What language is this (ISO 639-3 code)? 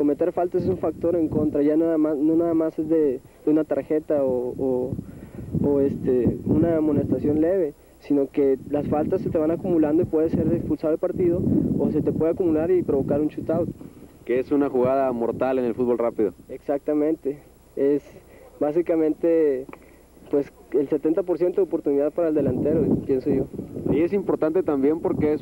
spa